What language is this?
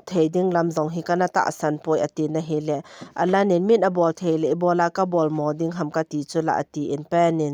Thado Chin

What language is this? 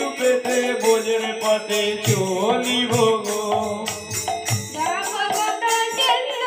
Bangla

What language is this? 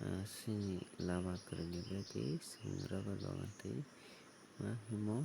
Kok Borok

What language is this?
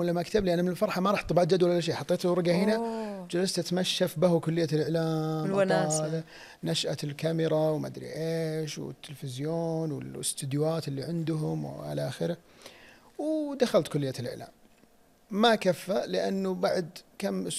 Najdi Arabic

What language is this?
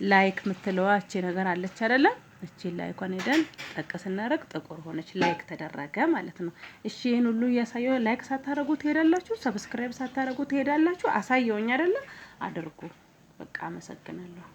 Amharic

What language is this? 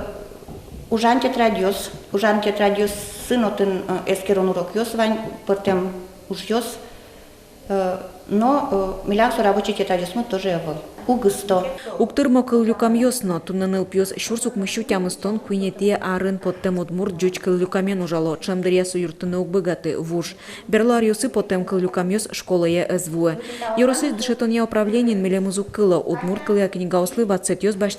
Udmurt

